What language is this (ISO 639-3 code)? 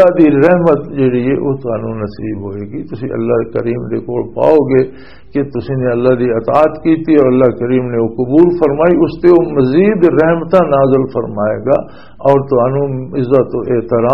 lah